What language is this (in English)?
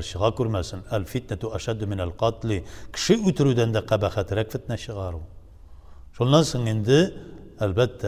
Tatar